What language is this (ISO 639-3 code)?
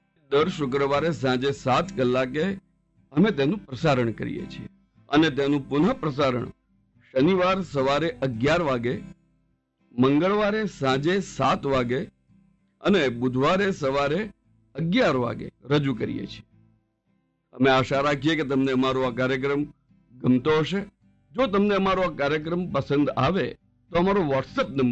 guj